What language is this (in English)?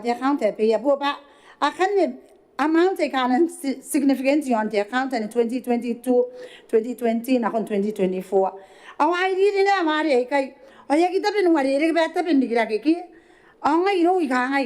Gilbertese